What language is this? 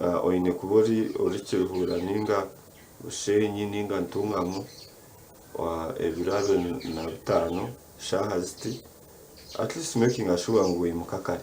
Nyankole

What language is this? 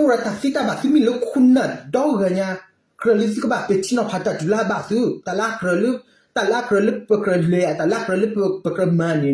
S'gaw Karen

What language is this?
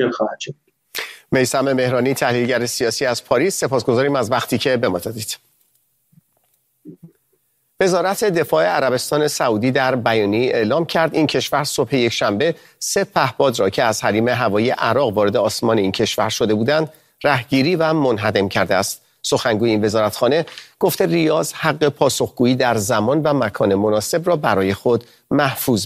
Persian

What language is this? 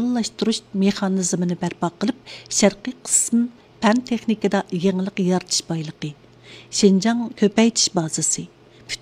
Uyghur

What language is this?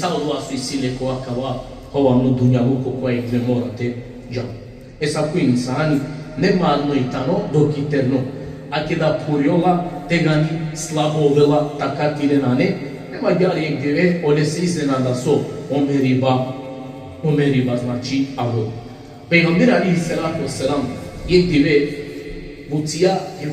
Balkan Romani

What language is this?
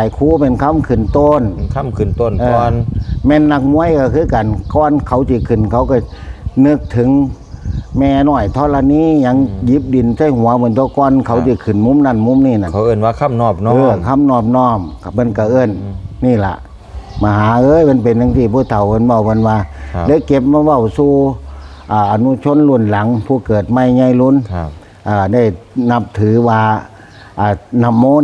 Northeastern Thai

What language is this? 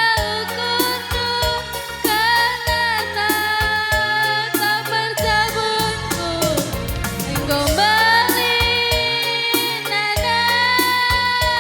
Batak Karo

